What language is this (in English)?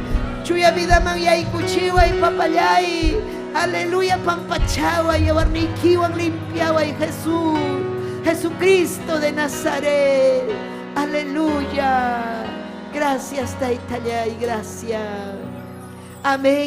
Ayacucho Quechua